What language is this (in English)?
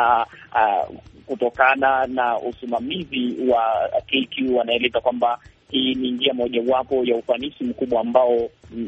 Swahili